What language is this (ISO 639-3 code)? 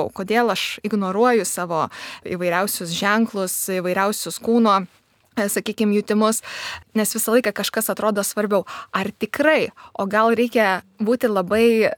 lit